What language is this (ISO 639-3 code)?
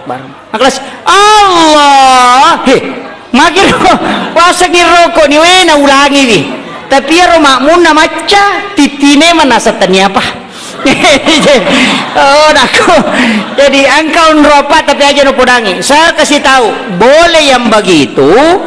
bug